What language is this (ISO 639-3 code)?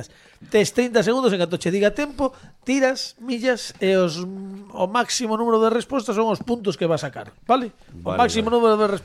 glg